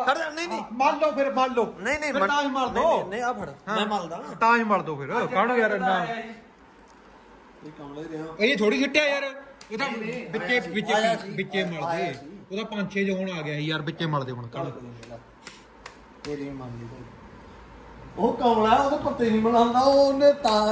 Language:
Punjabi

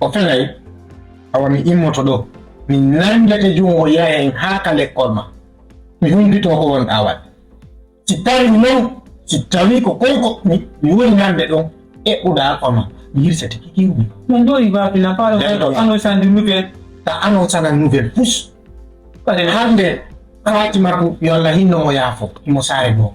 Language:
Fula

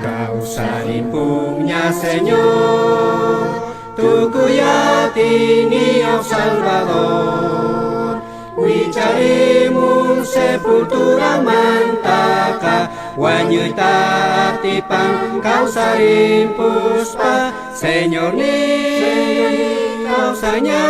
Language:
South Bolivian Quechua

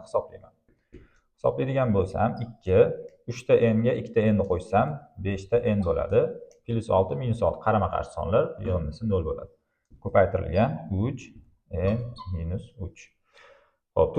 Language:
Uzbek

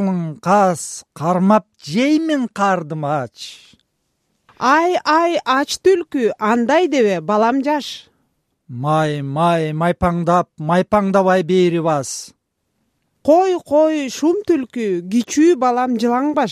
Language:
Kyrgyz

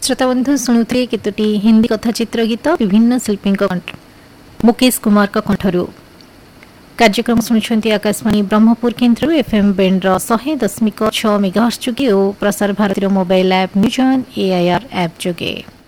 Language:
Odia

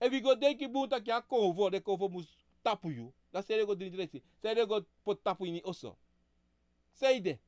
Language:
Sranan Tongo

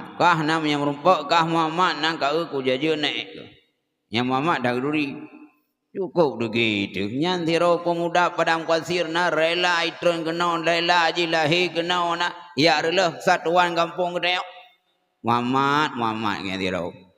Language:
Achinese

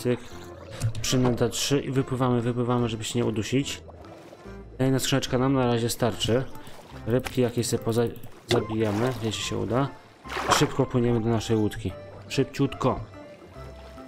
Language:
Polish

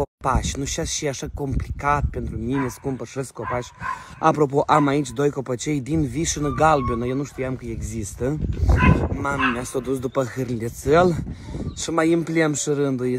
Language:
Romanian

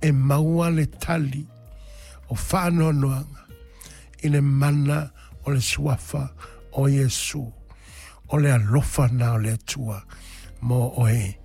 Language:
Samoan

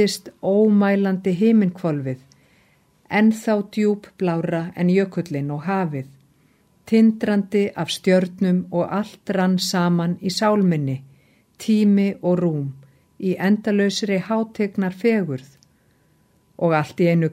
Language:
Icelandic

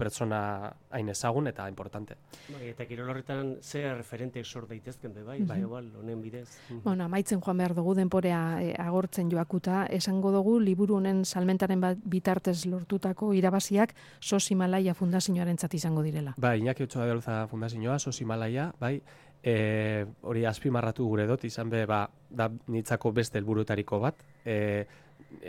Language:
Basque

